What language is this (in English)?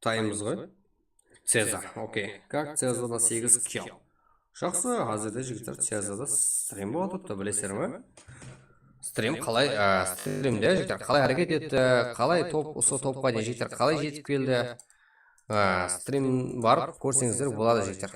Kara-Kalpak